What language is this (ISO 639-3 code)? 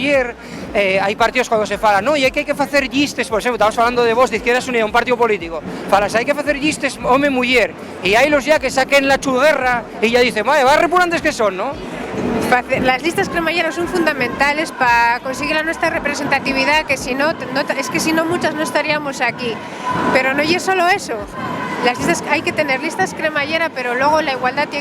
ast